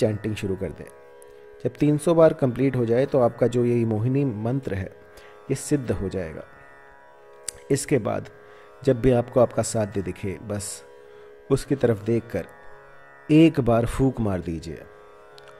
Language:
Hindi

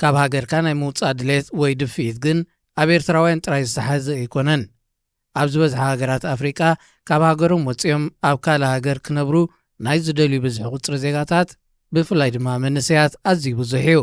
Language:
Tigrinya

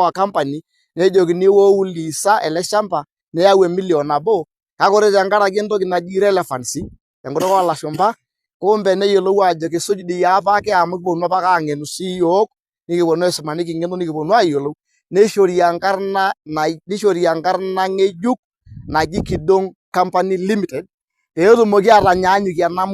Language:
Masai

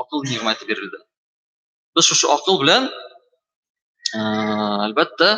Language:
Tatar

